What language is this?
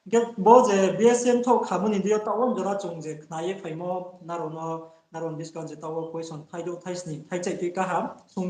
Riang (India)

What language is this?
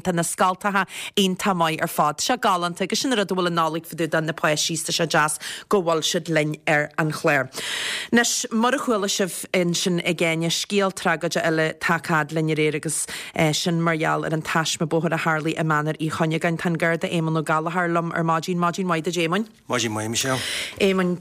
Irish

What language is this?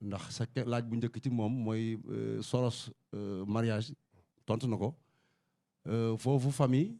Wolof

